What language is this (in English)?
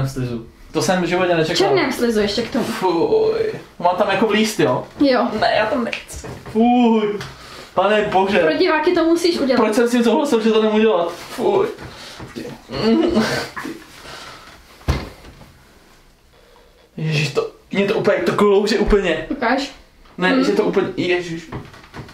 Czech